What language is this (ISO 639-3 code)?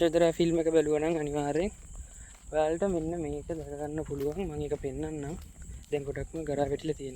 sin